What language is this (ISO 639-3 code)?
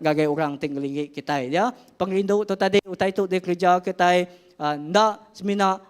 iba